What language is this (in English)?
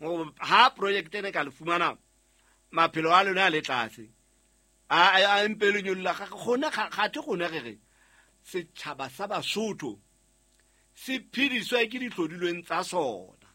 Southern Sotho